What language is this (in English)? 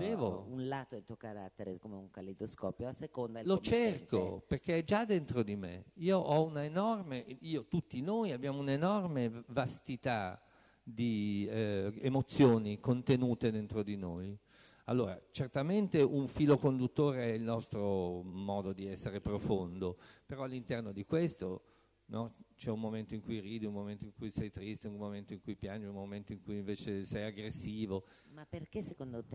Italian